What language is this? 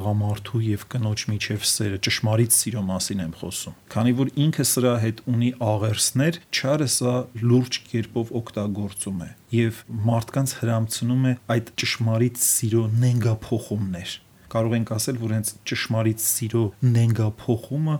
Armenian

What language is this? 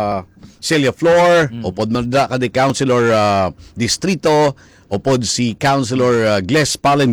Hiligaynon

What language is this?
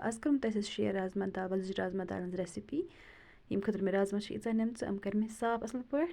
Kashmiri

